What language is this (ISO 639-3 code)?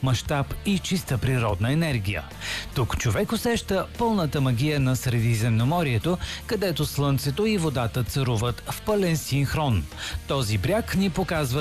bul